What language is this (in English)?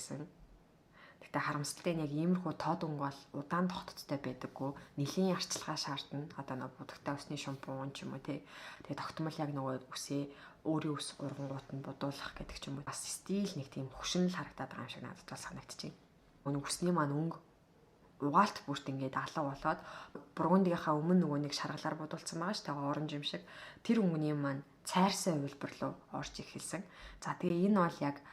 Mongolian